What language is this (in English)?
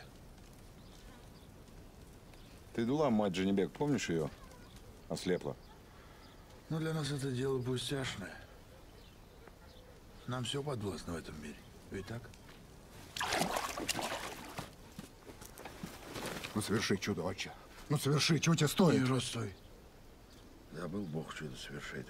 Russian